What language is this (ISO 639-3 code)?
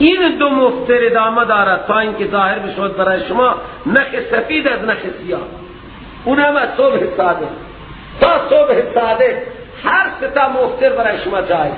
fas